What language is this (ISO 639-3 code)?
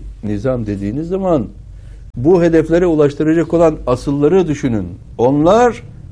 tur